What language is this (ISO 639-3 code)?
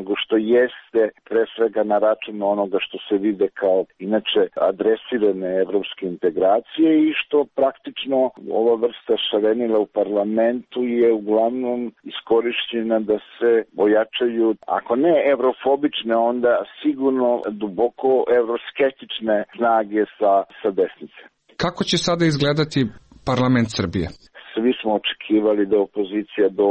srp